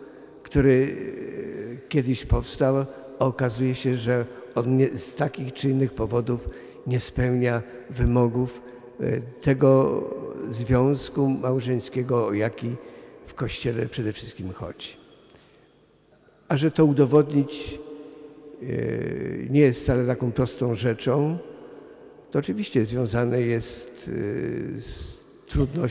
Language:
Polish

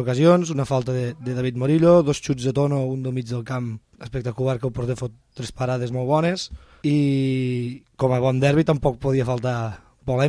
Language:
Catalan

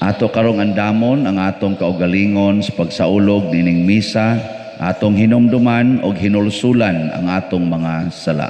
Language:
Cebuano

